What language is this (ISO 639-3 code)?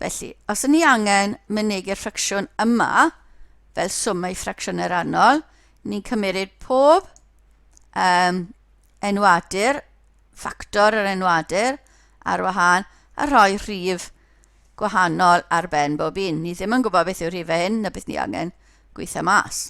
cym